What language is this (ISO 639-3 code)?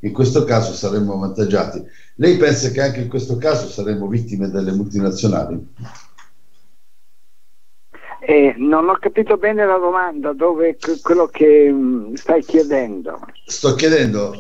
ita